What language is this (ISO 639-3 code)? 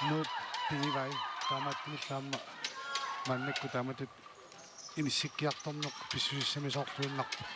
kal